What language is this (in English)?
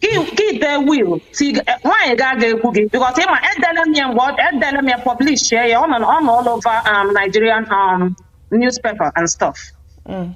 Igbo